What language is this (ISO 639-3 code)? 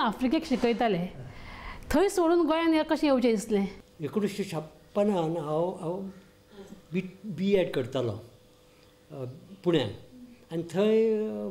kok